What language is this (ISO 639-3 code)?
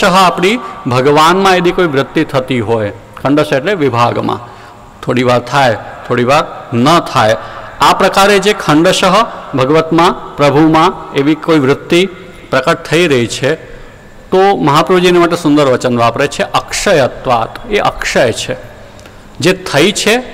guj